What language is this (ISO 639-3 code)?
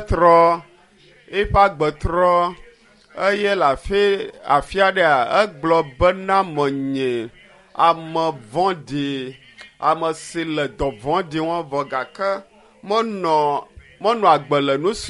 ewe